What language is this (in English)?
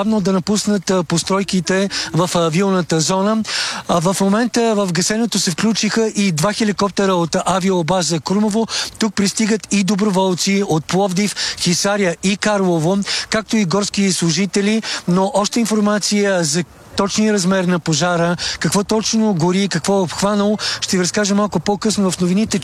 Bulgarian